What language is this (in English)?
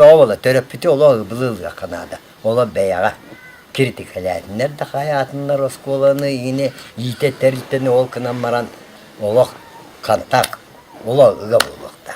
Yakut